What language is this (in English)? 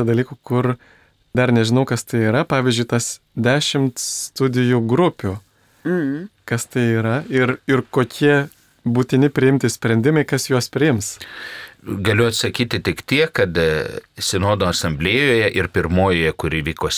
Lithuanian